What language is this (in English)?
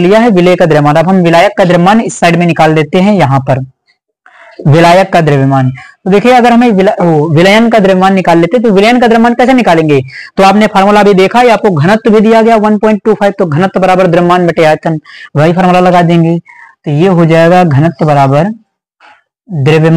Hindi